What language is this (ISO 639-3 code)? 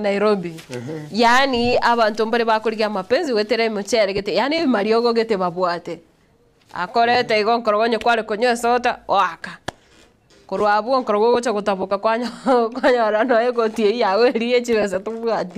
guz